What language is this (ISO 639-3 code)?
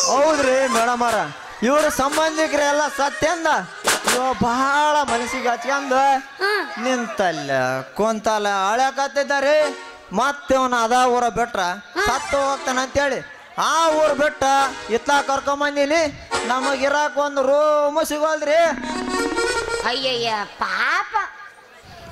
kan